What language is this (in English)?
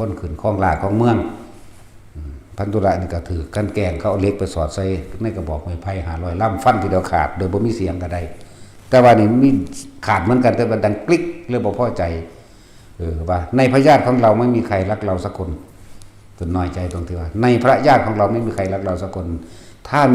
Northeastern Thai